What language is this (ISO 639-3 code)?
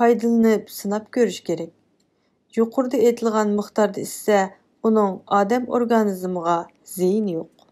uig